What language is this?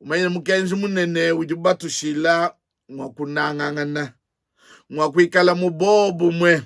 Luba-Lulua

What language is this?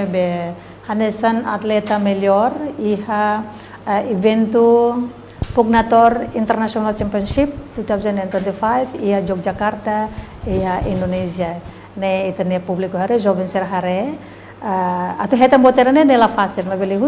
Tetum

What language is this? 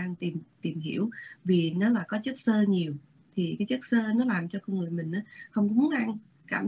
Vietnamese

